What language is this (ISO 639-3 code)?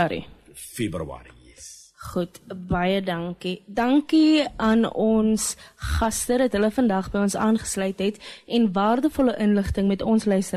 afr